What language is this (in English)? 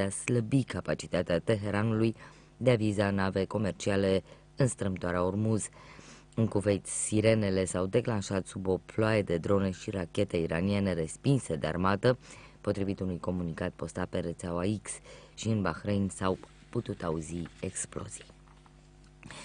Romanian